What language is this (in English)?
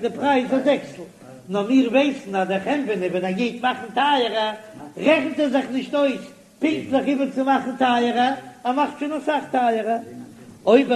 Yiddish